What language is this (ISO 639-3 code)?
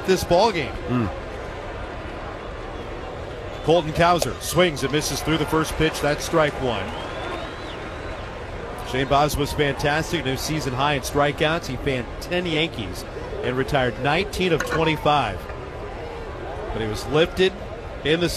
eng